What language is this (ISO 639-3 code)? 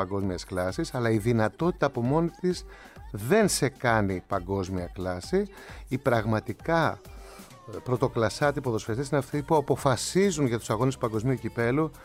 ell